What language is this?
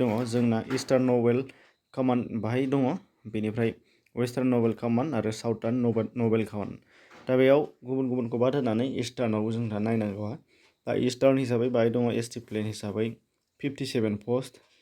Bodo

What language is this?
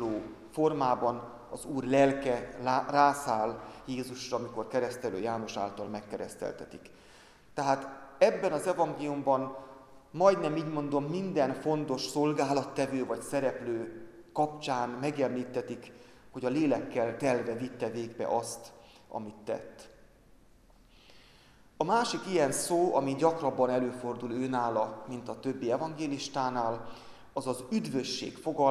Hungarian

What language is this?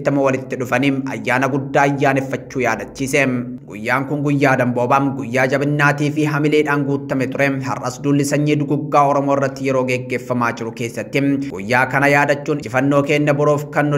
Oromo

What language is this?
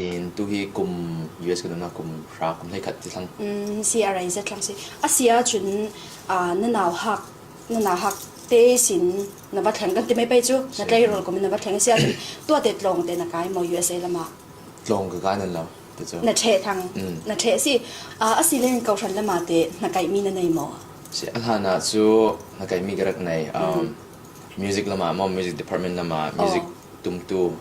Falam Chin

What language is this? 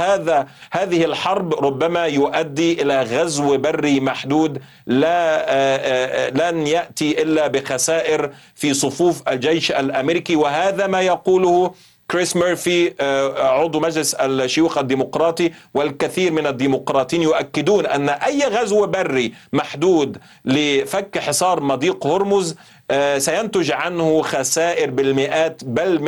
Arabic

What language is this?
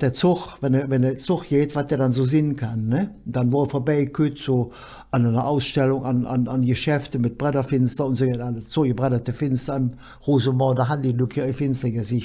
Colognian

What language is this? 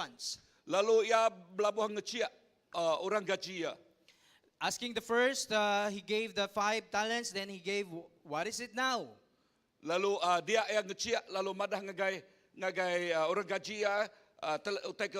Iban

